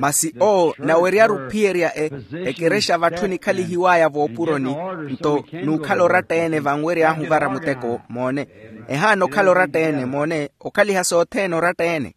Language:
Makhuwa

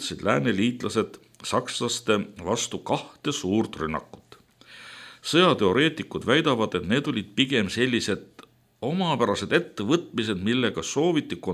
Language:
Estonian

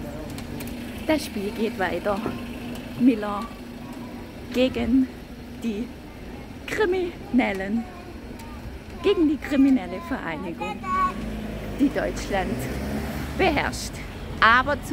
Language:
German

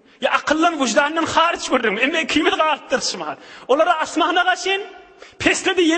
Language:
Turkmen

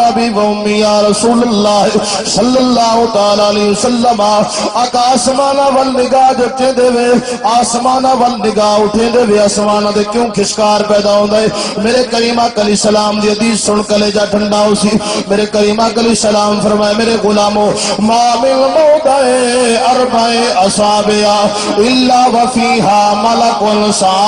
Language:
Saraiki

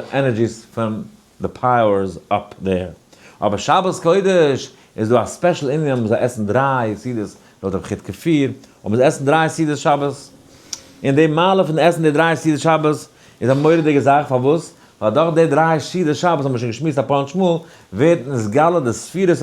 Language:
Yiddish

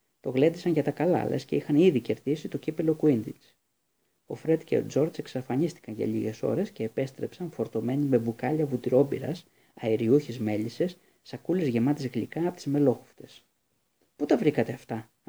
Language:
Greek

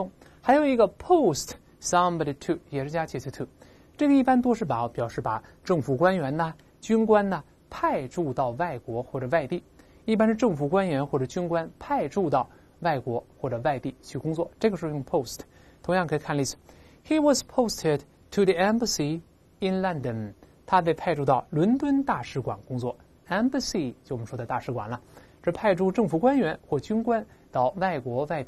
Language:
Chinese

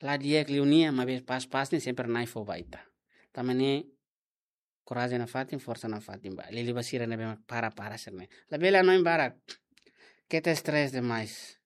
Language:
Tetum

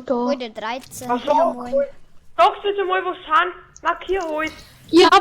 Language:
Bavarian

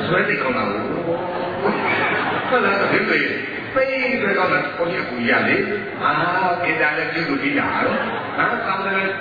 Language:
Burmese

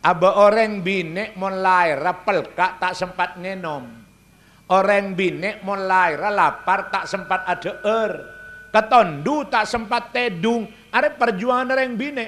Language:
Madurese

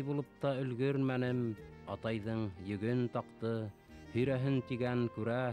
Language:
Bashkir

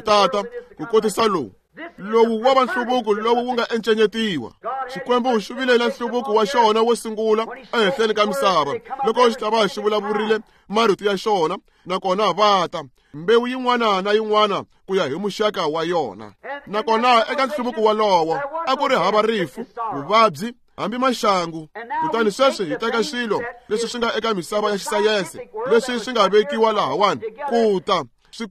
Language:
Tsonga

